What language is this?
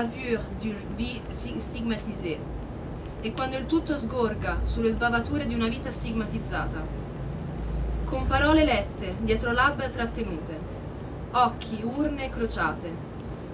Italian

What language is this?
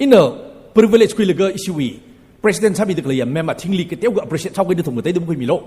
Tangkhul Naga (India)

